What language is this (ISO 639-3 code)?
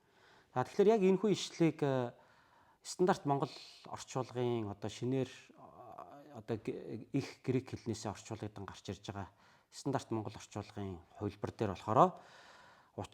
mon